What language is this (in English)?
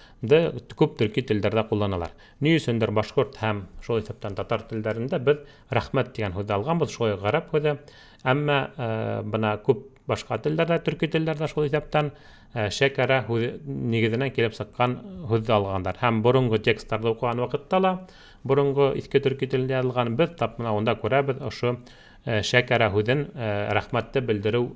Bashkir